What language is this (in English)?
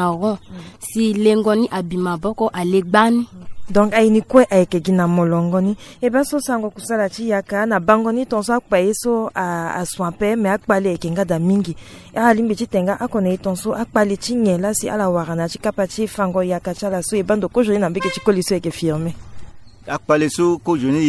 Sango